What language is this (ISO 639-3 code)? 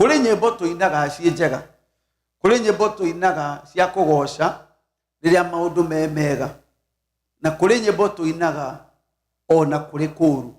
kik